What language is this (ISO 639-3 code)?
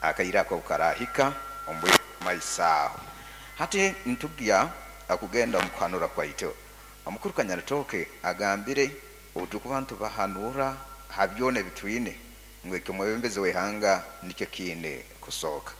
nyo